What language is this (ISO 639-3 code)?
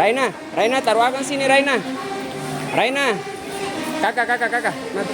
abs